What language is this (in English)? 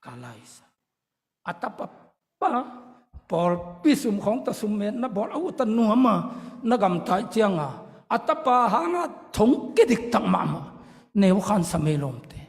Tedim Chin